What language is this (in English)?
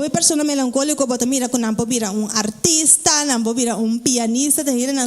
Papiamento